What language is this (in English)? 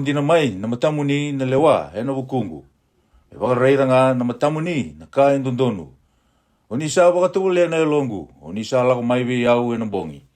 Fijian